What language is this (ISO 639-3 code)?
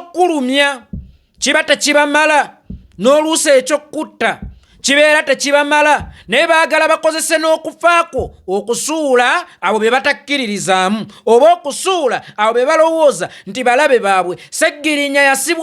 lug